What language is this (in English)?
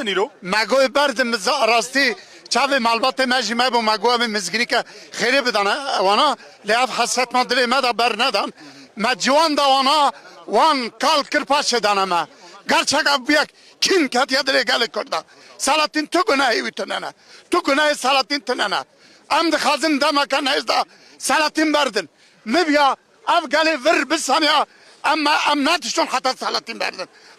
Kurdish